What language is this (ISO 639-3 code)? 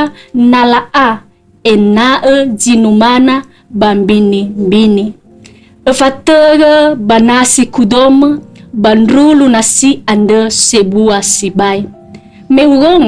nia